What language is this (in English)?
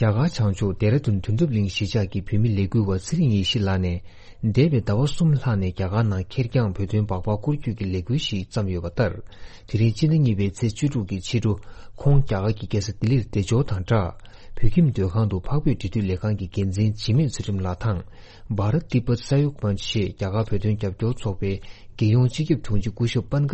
Tibetan